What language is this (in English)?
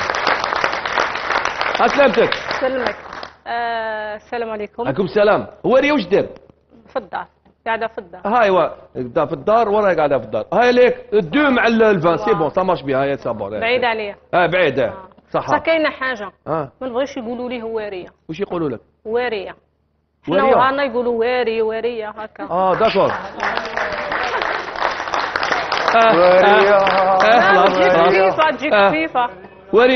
Algerian Arabic